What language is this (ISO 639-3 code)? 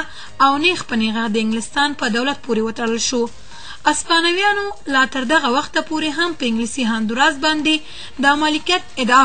pus